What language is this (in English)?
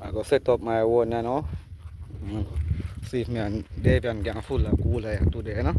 Jamaican Creole English